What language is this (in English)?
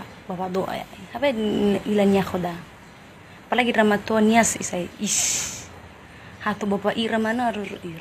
Nias